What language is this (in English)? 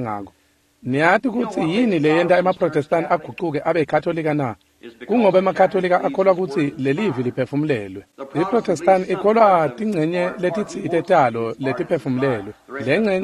Swati